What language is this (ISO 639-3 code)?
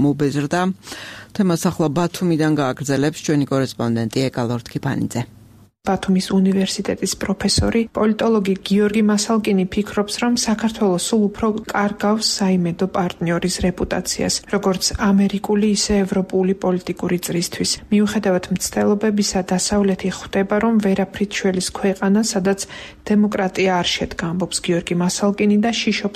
kat